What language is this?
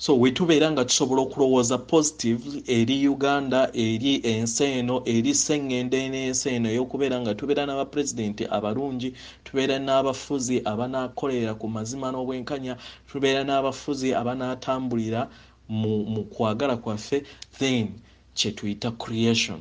Ganda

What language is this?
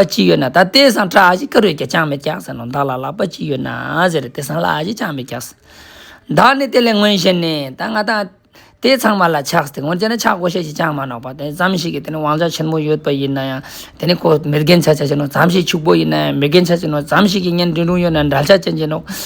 Ladakhi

